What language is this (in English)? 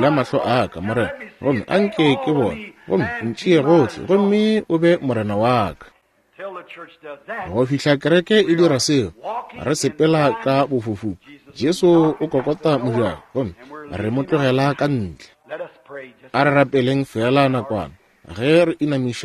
Northern Sotho